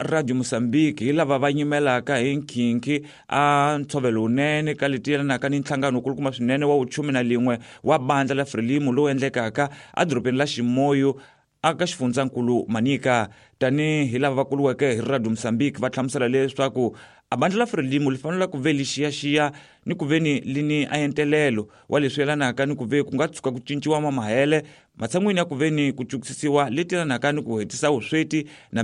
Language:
Tsonga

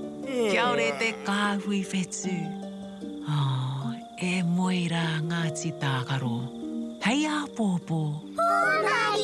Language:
Māori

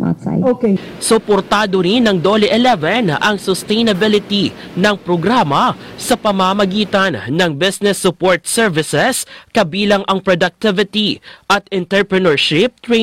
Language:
Filipino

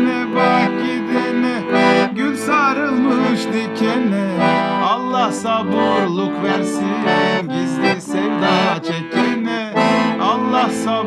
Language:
Gagauz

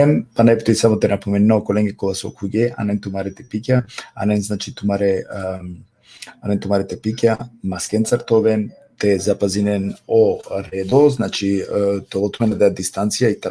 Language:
Balkan Romani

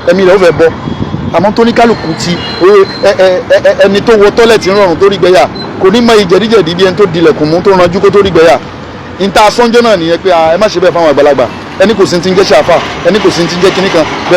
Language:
Yoruba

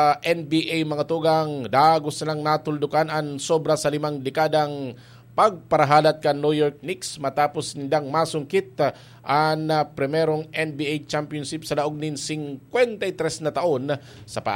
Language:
Bikol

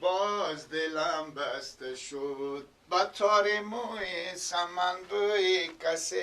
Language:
Persian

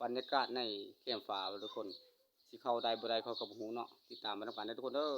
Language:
Lao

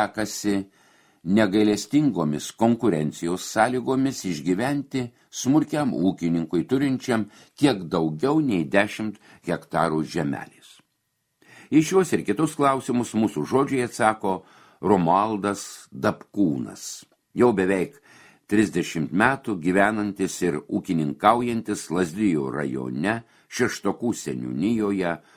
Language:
Lithuanian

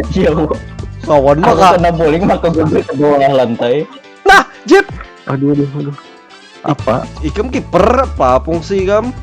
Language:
Banjar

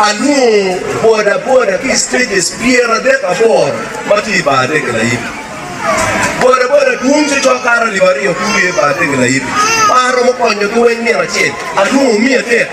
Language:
Acoli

